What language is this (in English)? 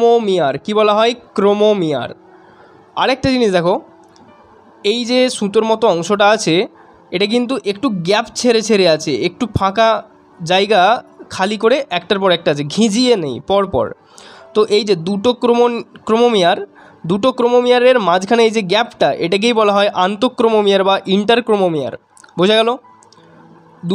Bangla